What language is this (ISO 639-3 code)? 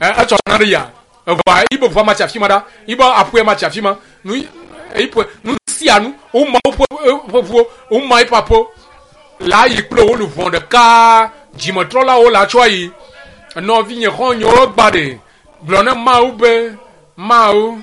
ewe